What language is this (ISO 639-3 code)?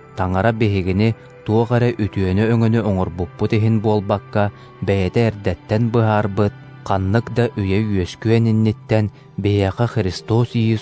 sah